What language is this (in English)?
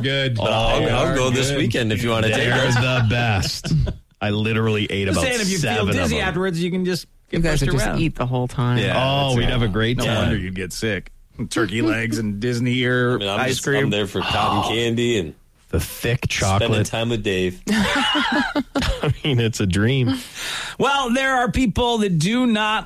English